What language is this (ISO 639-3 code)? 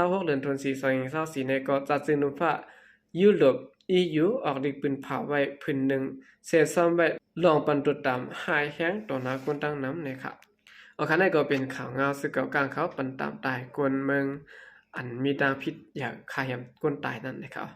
shn